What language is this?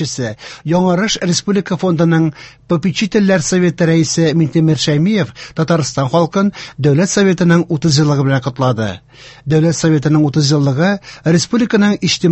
Tatar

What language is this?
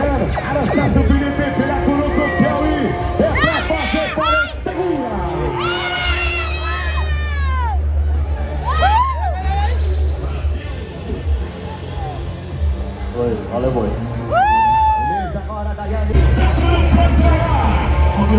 Portuguese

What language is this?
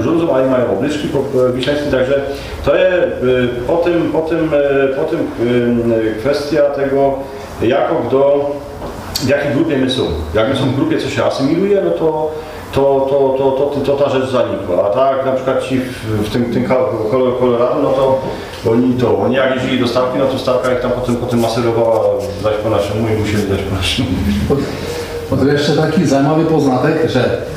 Silesian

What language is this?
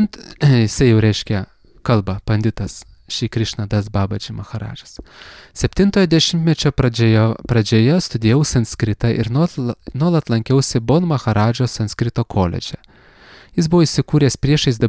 Lithuanian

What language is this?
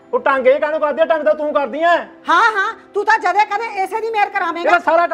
Punjabi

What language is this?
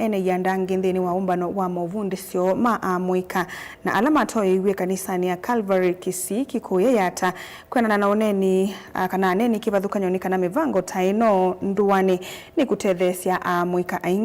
Kamba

